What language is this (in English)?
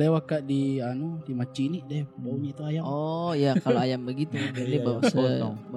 Makassar Malay